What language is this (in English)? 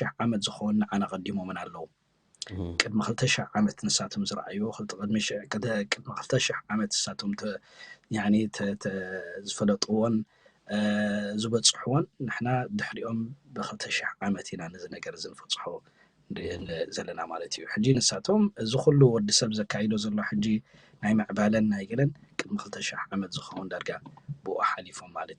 Tigrinya